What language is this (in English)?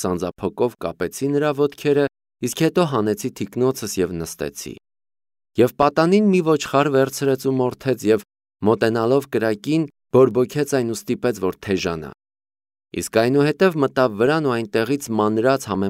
Armenian